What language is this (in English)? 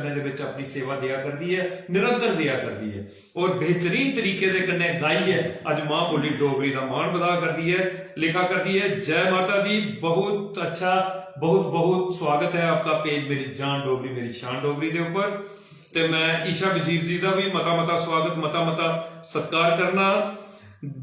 Dogri